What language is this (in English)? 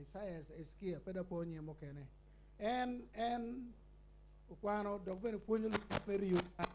Acoli